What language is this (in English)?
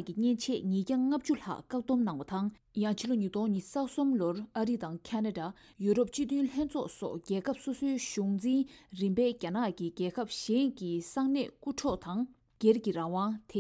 Tibetan